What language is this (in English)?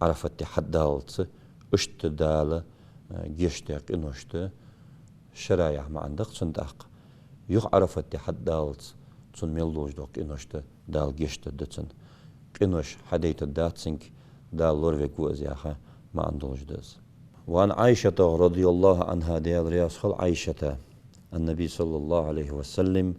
Ingush